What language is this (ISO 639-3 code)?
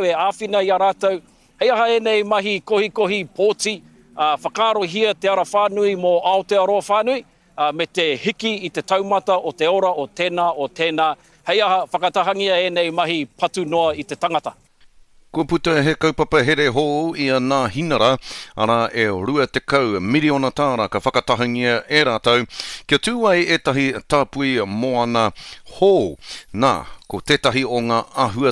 mri